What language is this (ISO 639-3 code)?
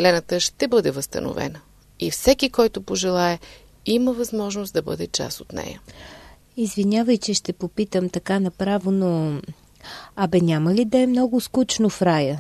bul